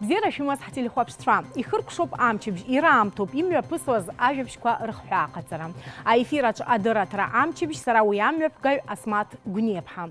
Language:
Abkhazian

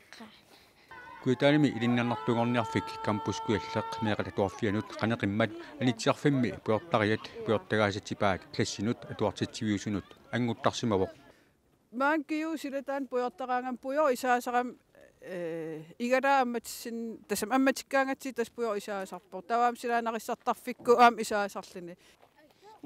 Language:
Kalaallisut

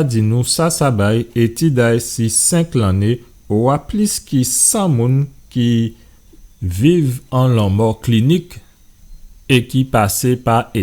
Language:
Guadeloupean Creole French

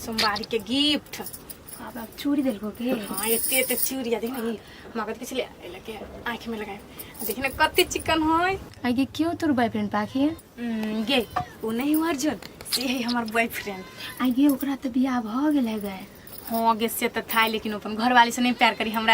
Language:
Maithili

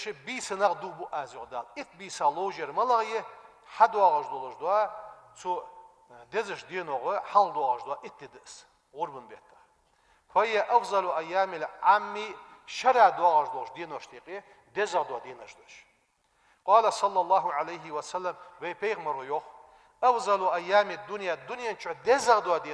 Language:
Ingush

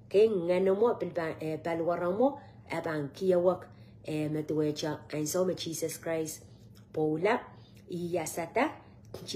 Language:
Pohnpeian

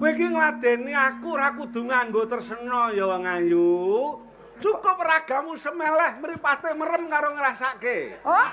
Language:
Javanese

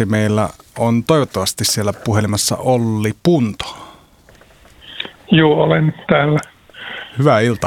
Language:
Finnish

